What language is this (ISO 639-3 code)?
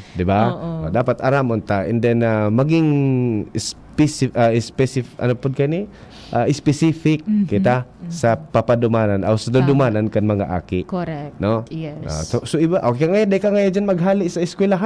bik